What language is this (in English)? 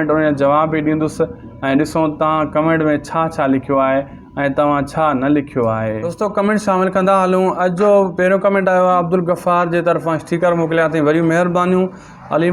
Sindhi